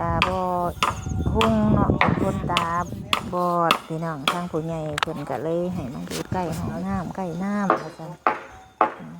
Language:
Northeastern Thai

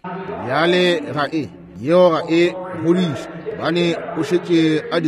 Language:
Northern Sotho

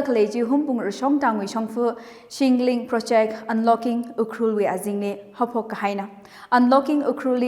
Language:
Tangkhul Naga (India)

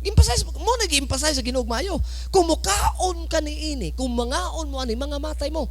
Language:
Cebuano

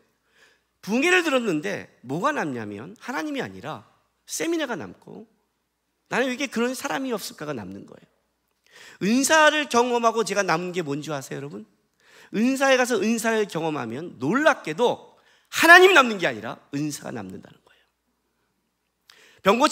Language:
Korean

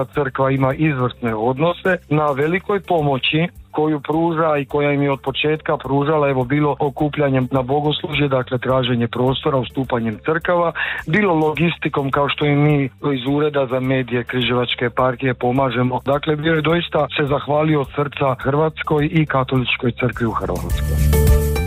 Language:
Croatian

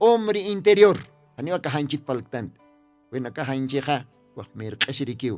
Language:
Aymara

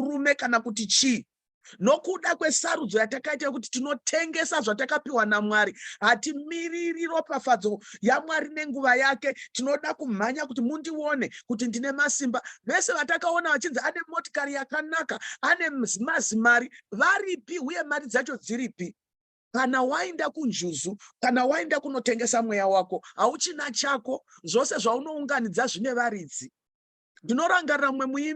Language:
Shona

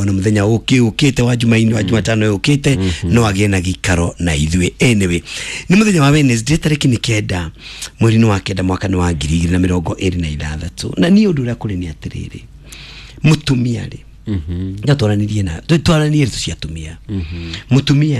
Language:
Kikuyu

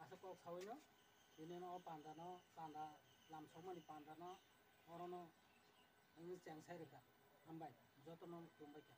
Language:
Kok Borok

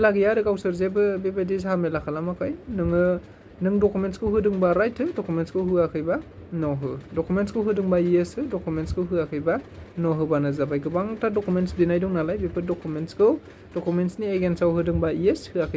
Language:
Bodo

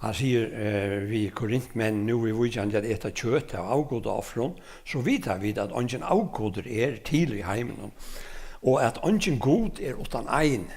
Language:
Faroese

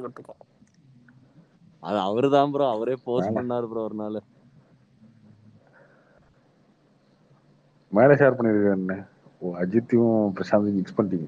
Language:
Tamil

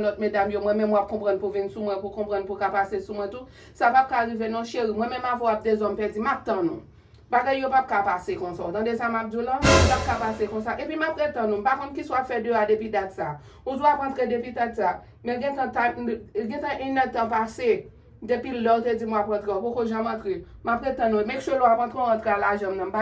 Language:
Haitian Creole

